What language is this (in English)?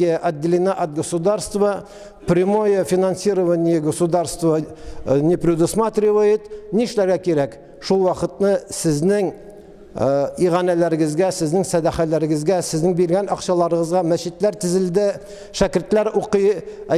Tatar